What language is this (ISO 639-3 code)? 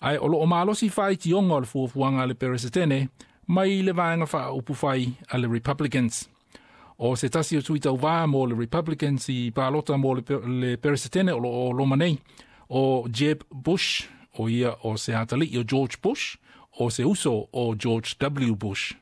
smo